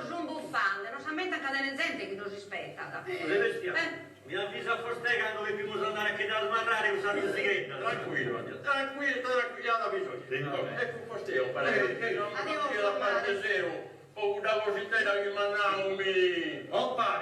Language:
Sardinian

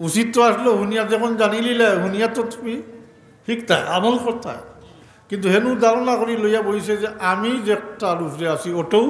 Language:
Sylheti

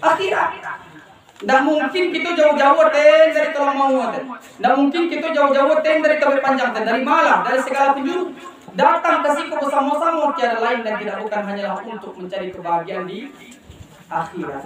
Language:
Minangkabau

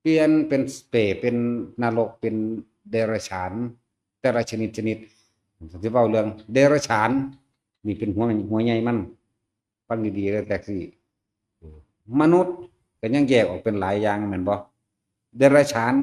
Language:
Northeastern Thai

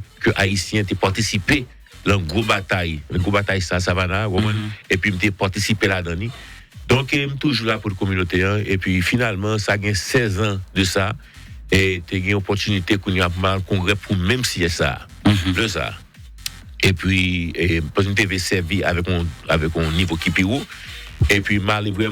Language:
Haitian Creole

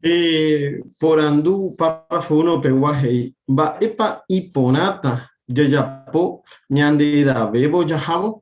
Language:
Guarani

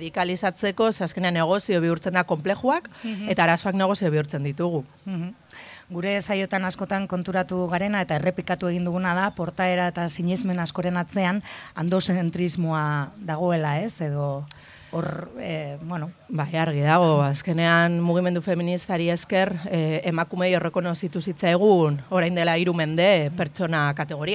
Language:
Basque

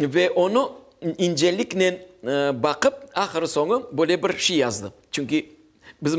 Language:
Crimean Tatar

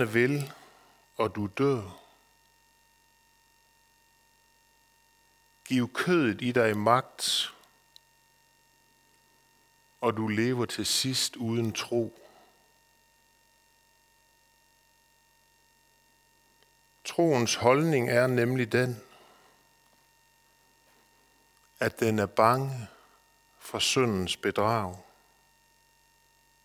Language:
Danish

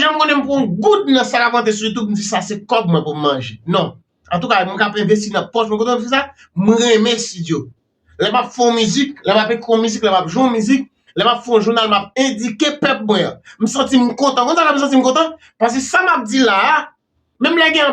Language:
Haitian Creole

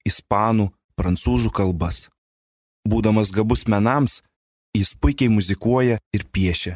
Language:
Lithuanian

